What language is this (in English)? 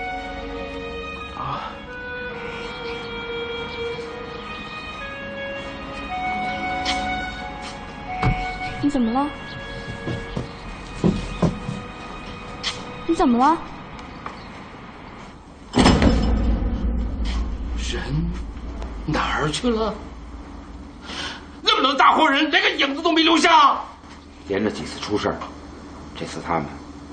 Chinese